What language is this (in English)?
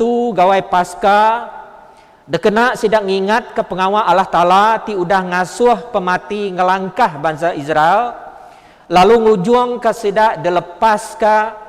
Iban